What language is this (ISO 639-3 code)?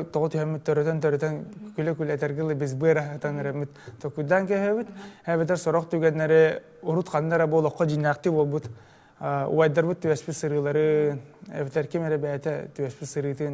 sah